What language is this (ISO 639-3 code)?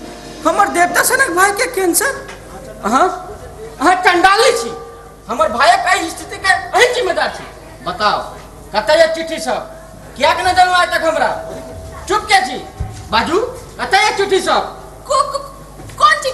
mai